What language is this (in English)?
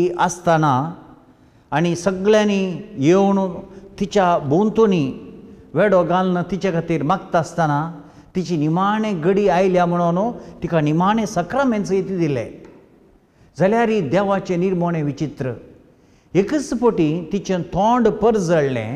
Konkani